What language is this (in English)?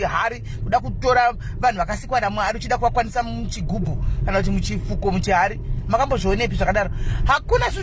Shona